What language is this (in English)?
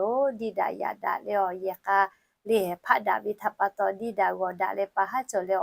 Lahu